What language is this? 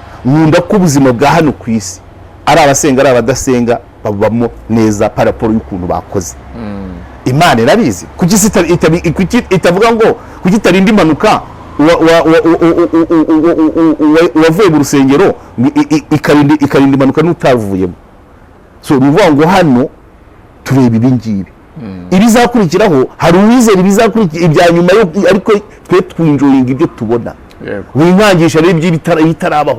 Kinyarwanda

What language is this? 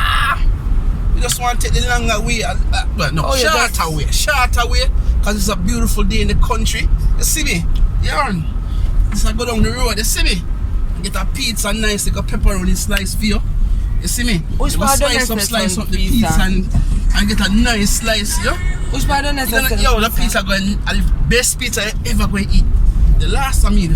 Jamaican Creole English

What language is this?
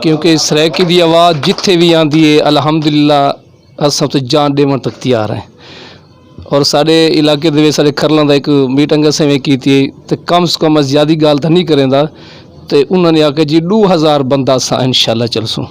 Saraiki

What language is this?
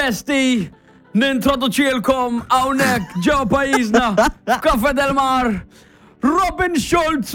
Maltese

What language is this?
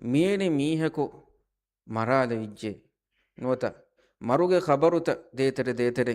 Divehi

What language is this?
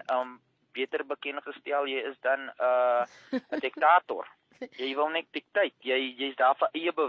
Afrikaans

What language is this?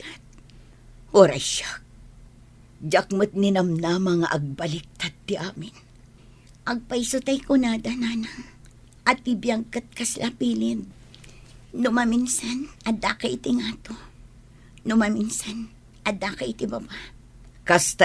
Iloko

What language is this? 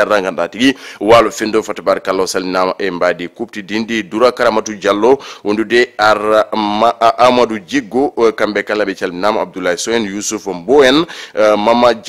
Fula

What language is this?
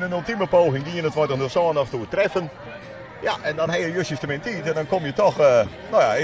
Western Frisian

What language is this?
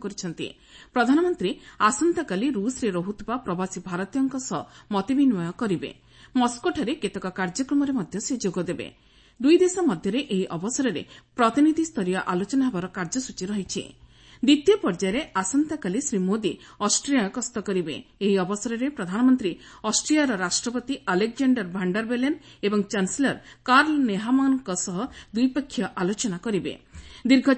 Odia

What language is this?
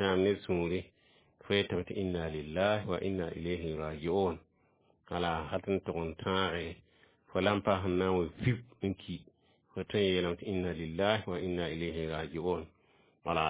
Mossi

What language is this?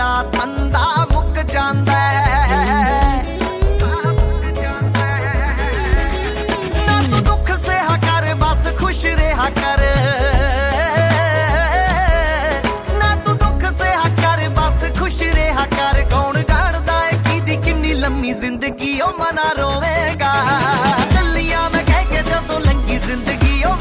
Punjabi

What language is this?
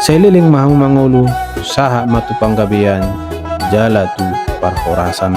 Batak Toba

